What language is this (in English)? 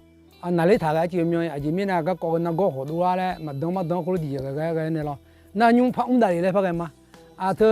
Akha